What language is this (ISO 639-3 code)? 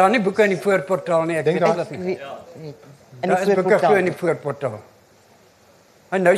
afr